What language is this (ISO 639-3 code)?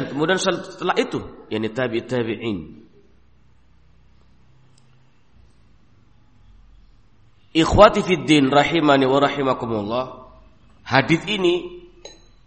ind